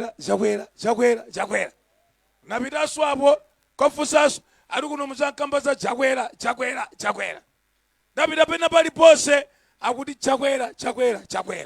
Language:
Nyanja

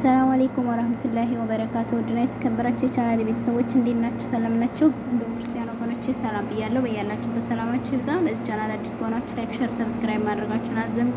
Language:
Amharic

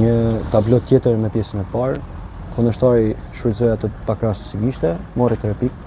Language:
Albanian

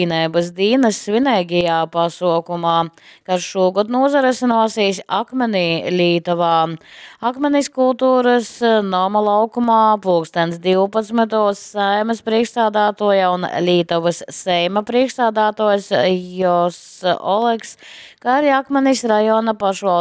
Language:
Latgalian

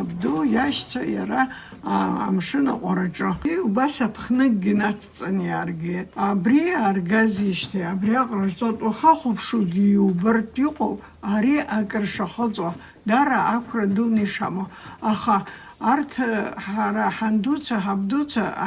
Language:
Abkhazian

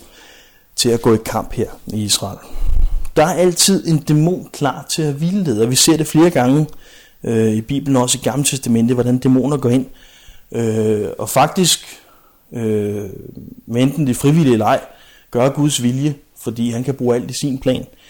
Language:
Danish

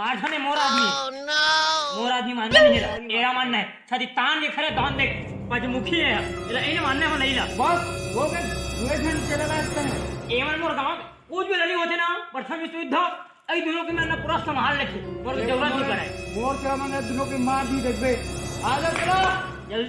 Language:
Chhattisgarhi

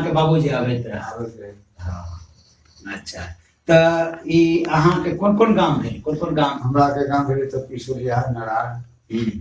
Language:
Maithili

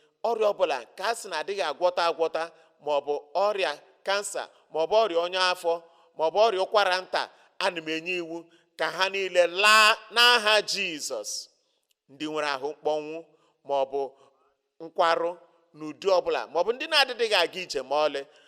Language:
Igbo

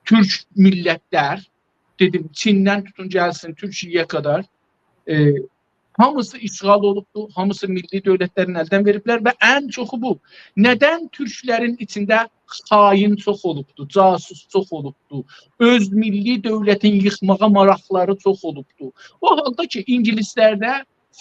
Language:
South Azerbaijani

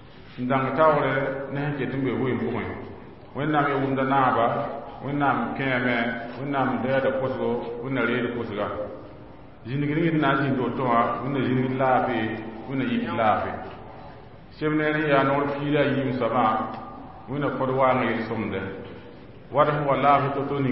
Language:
Mossi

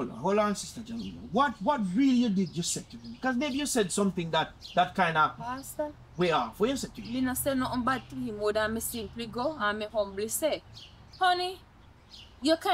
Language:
Jamaican Creole English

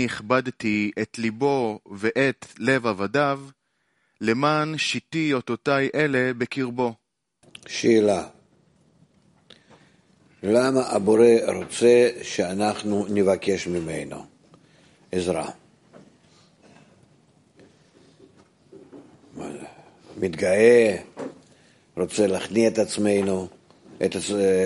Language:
Hebrew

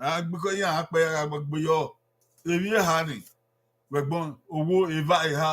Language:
Bini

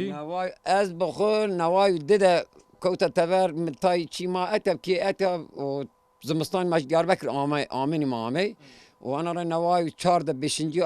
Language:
Zaza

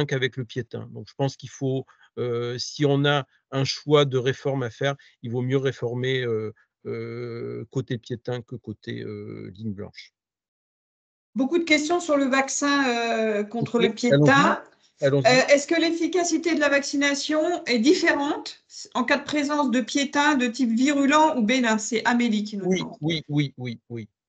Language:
French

